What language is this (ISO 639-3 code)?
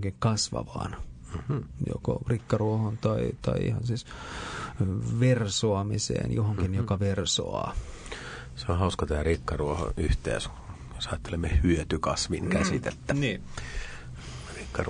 fin